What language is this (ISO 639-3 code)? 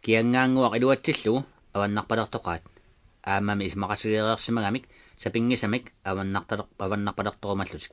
kal